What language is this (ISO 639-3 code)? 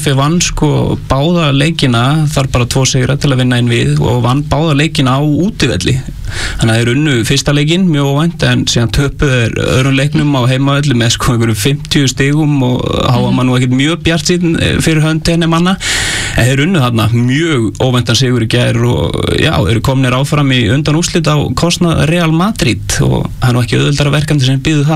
isl